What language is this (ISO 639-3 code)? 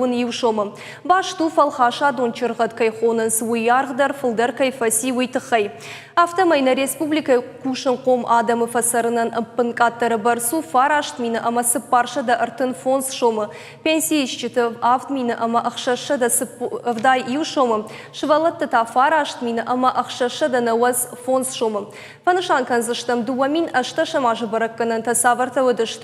oss